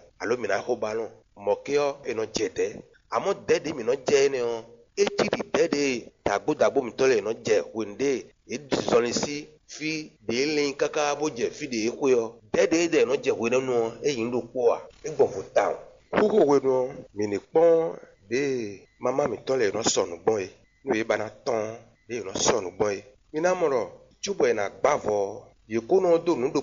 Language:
Fon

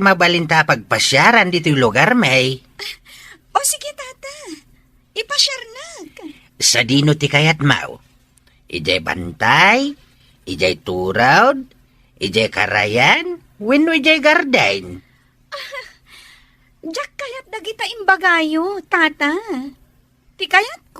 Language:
Iloko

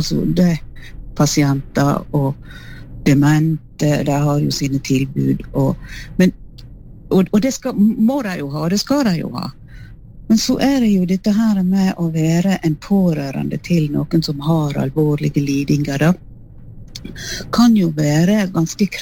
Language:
Norwegian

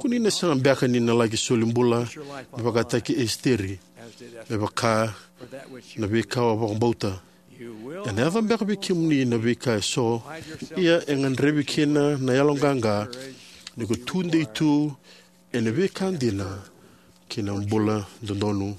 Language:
Fijian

